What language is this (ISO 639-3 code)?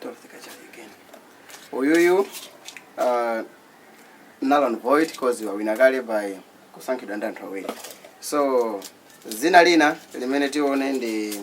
nya